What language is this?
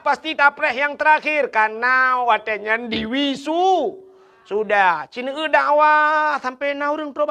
Achinese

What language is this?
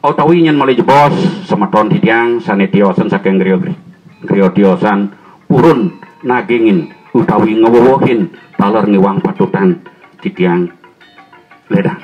Balinese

